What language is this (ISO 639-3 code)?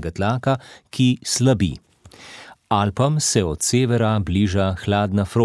slv